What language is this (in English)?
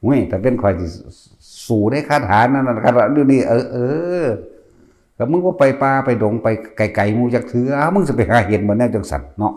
Northeastern Thai